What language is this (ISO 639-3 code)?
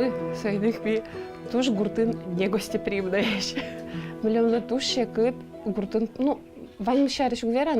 udm